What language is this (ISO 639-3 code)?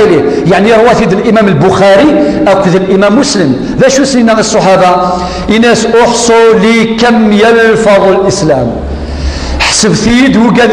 kab